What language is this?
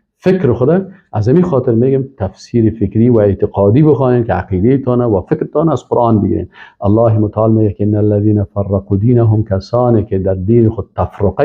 Persian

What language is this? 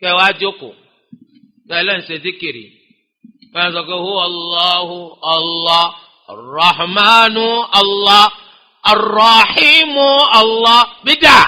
Yoruba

